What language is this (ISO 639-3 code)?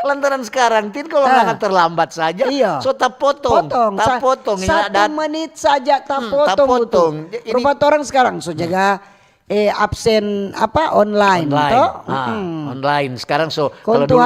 xmm